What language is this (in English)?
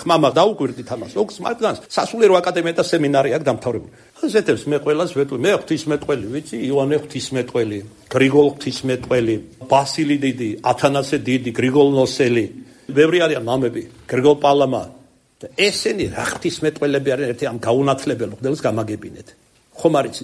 Georgian